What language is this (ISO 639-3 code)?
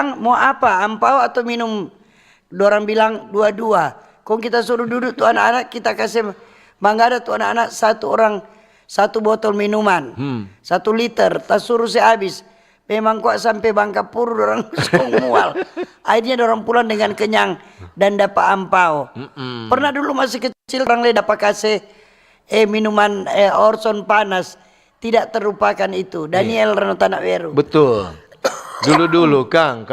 xmm